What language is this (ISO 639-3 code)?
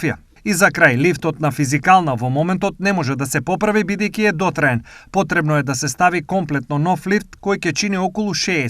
mkd